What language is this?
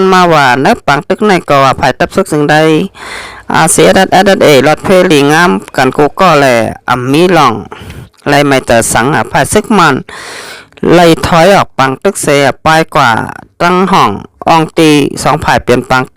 Shan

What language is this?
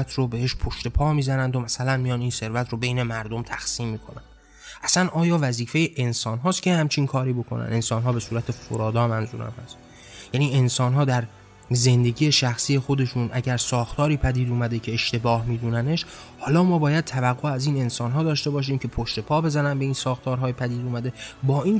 Persian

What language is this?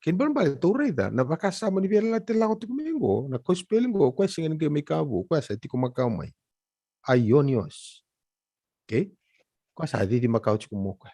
Fijian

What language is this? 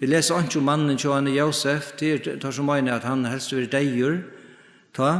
Faroese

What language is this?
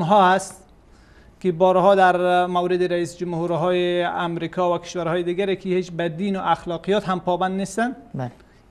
Persian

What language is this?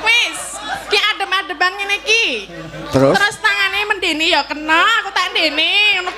Javanese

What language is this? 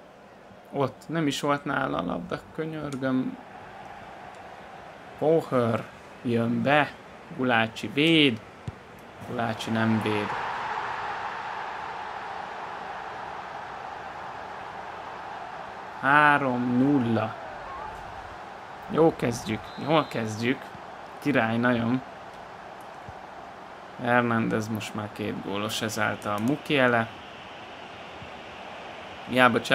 Hungarian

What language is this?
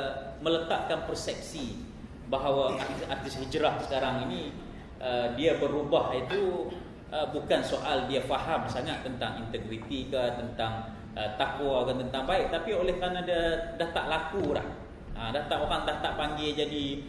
Malay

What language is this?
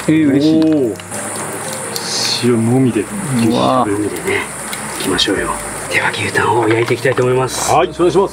Japanese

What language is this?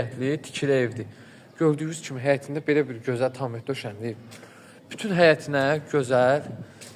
Azerbaijani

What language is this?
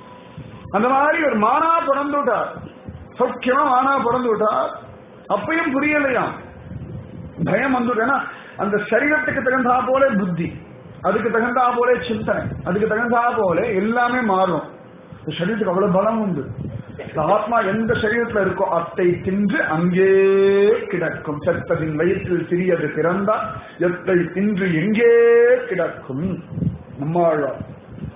Tamil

